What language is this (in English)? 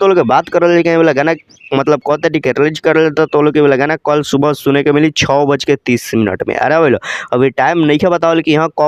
Bhojpuri